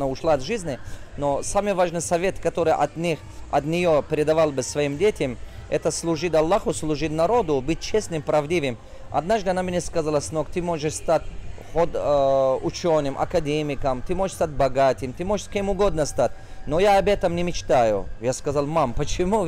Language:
Russian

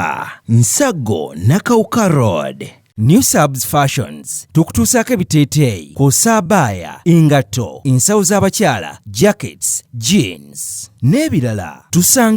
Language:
Ganda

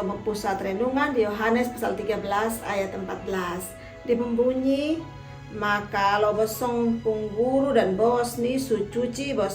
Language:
Kupang Malay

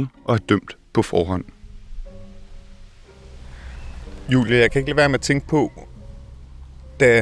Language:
Danish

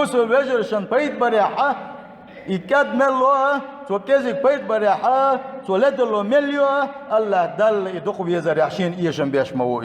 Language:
Chechen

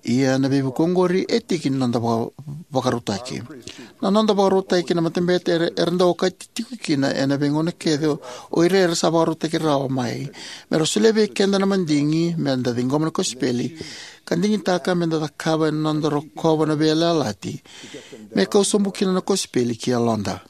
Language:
Fijian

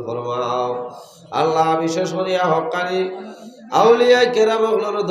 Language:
Sylheti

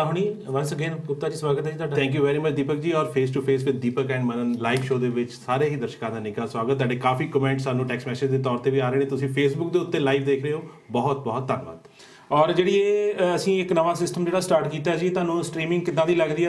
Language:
Punjabi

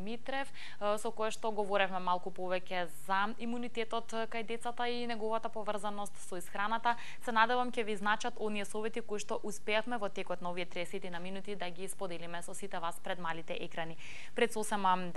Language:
Macedonian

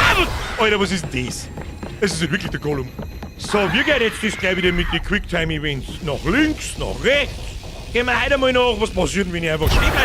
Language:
Bavarian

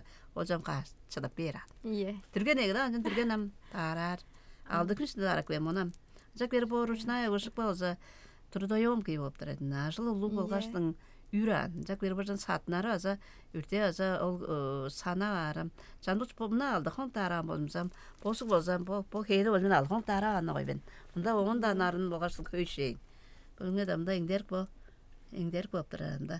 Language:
Tuvinian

